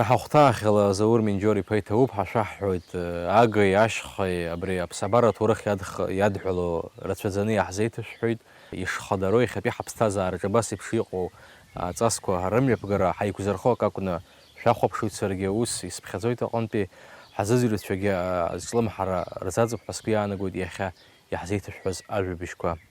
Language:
Abkhazian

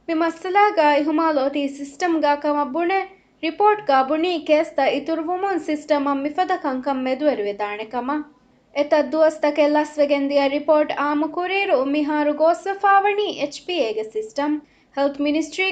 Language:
Divehi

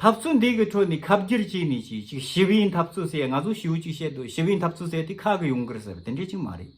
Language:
Tibetan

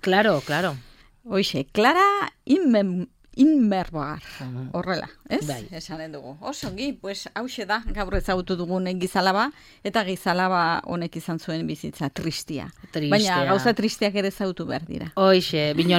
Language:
Basque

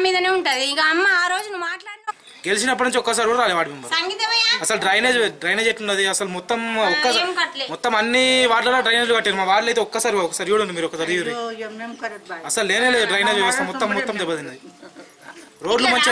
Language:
Telugu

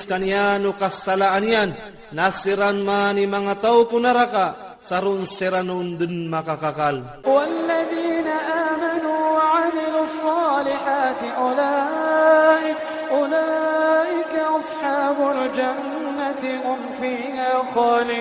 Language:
Iranun (Philippines)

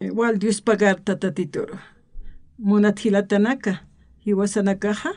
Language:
Aymara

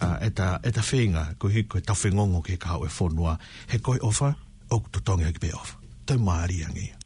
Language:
Tongan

